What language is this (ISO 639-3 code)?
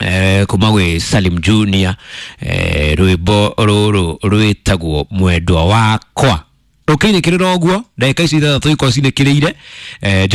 kik